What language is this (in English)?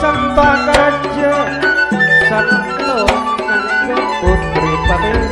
Madurese